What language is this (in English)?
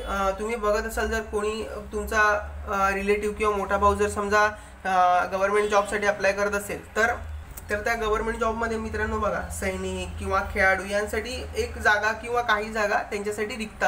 Marathi